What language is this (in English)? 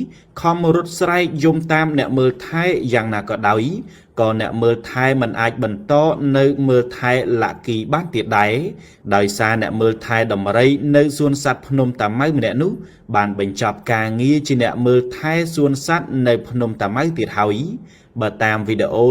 Khmer